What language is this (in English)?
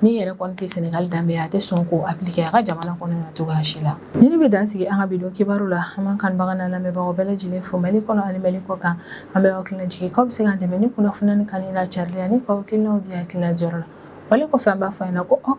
Bambara